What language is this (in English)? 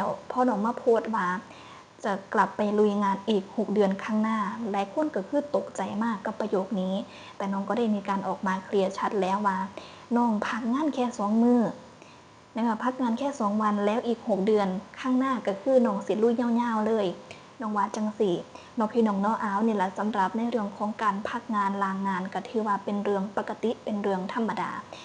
Northeastern Thai